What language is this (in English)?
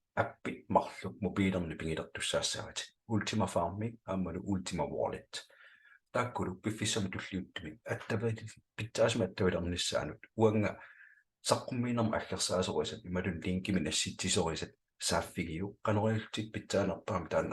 Kalaallisut